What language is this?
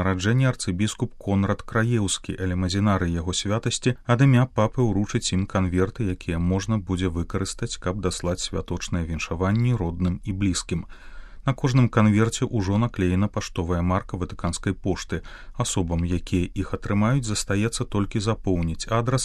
Belarusian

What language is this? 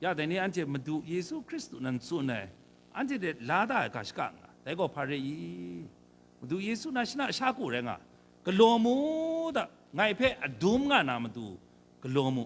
Kachin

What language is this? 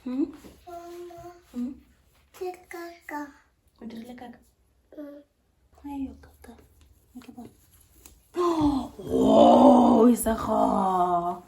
Tswana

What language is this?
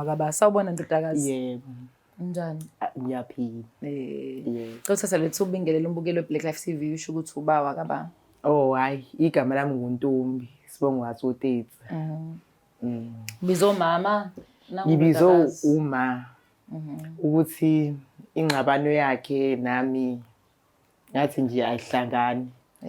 Zulu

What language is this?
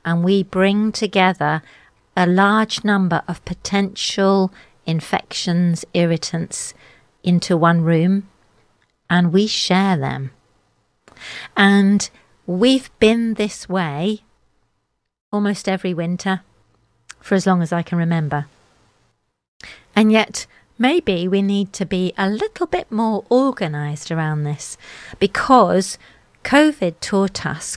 English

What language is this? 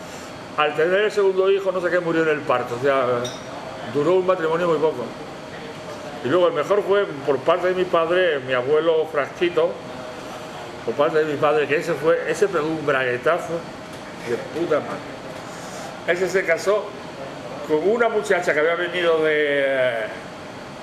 Spanish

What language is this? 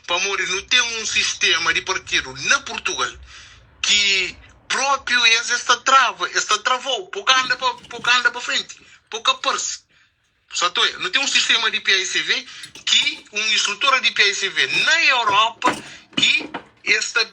Kabuverdianu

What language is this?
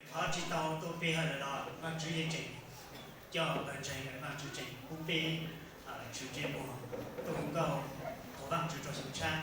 Hmong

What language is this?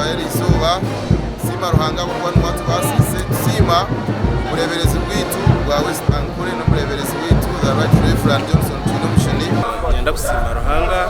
Nyankole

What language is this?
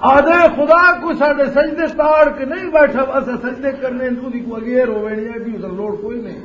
Western Panjabi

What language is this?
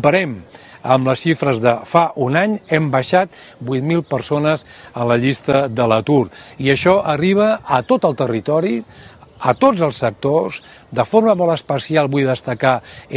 Catalan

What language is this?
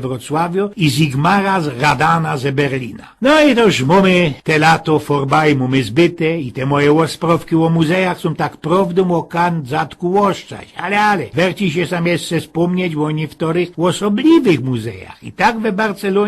Silesian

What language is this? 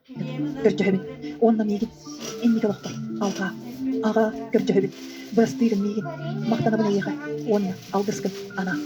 Yakut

